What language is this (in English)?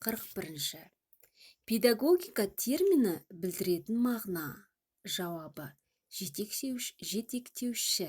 Kazakh